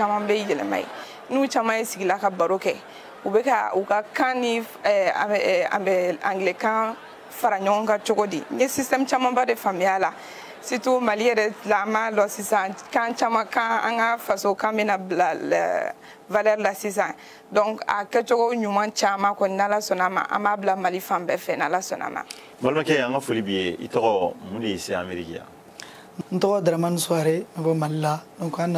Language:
Bambara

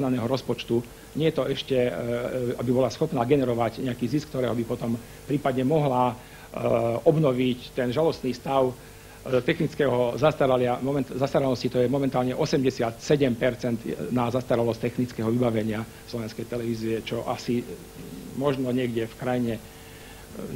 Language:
Slovak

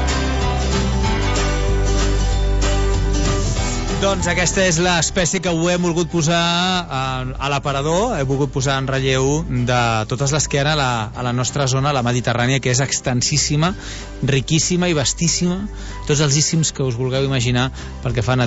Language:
Catalan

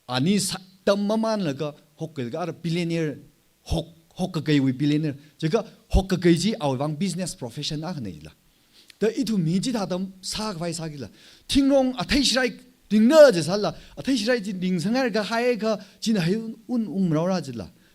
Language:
Tangkhul Naga (India)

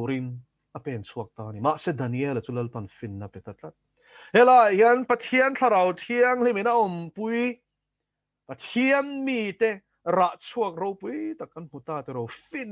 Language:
Mizo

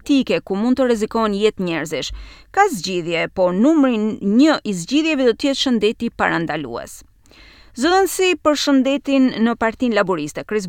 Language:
Albanian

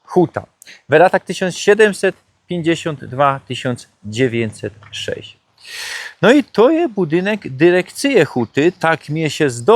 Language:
Silesian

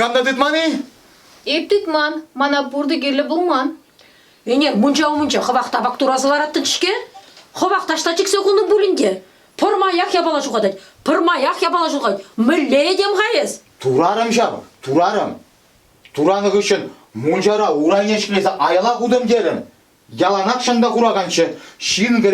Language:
Chuvash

